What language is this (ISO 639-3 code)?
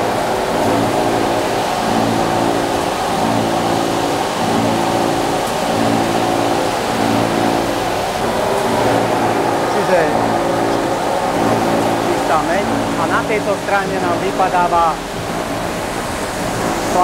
slk